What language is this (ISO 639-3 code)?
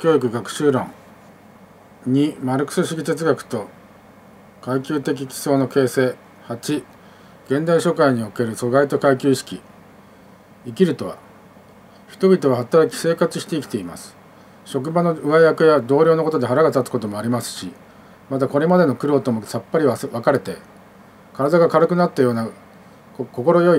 jpn